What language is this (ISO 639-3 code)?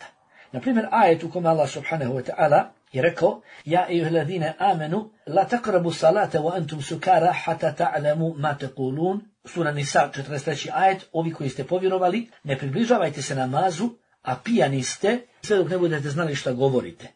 bos